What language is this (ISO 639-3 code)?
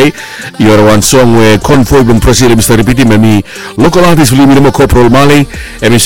bis